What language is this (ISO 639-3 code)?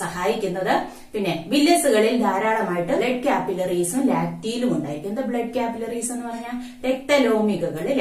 mal